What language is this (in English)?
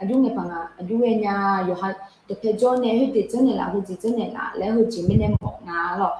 Akha